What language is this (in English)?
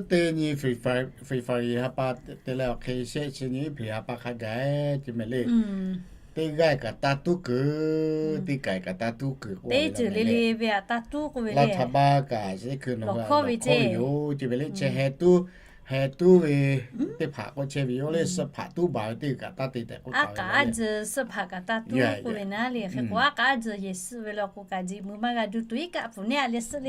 Lahu